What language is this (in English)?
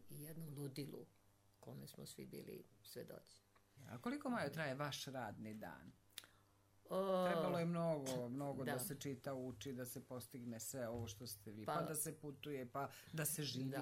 Serbian